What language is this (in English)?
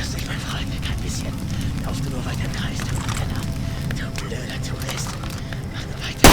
Bavarian